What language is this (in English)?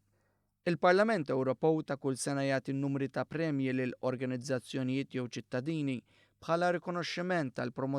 Maltese